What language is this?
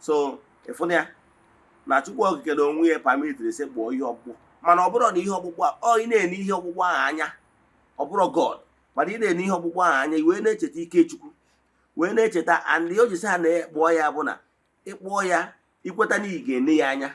Igbo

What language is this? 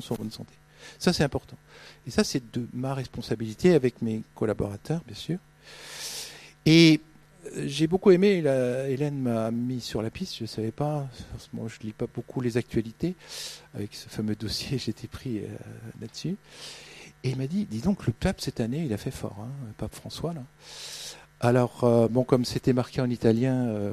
French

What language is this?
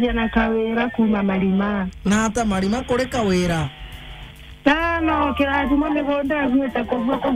Swahili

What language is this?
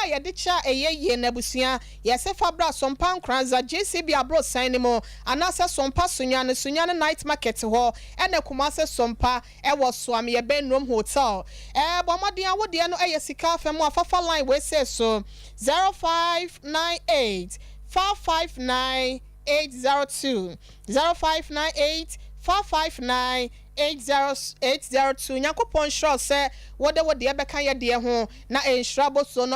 Akan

